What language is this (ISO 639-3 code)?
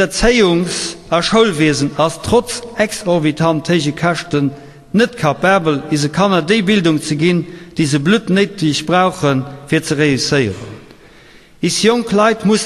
ltz